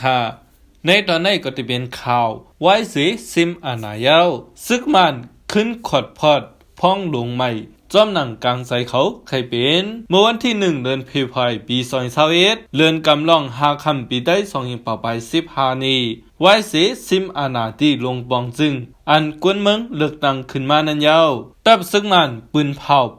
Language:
Shan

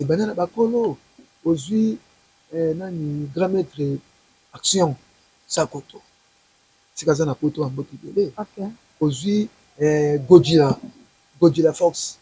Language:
Lingala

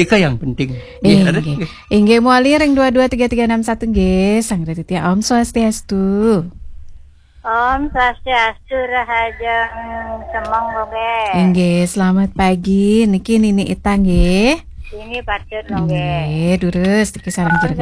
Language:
Balinese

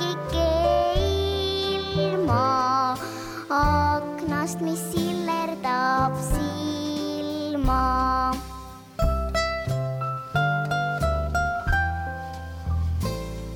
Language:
Estonian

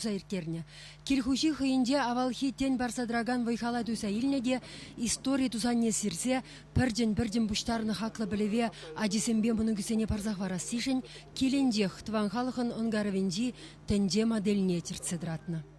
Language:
Chuvash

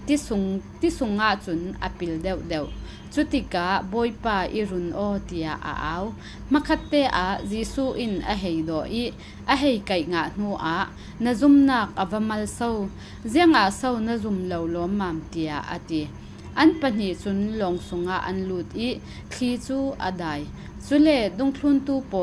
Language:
Falam Chin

